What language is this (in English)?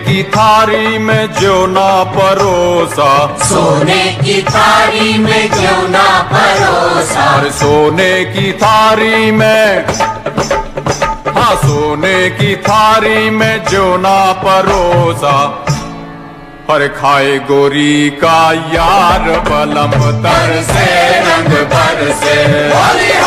Bhojpuri